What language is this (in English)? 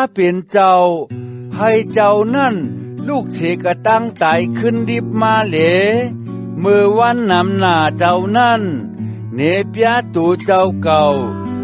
Shan